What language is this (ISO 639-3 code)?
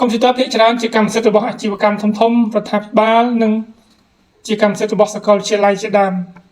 khm